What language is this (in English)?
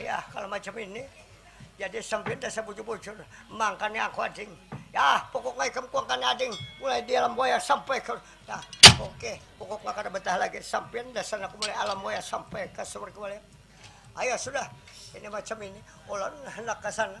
Banjar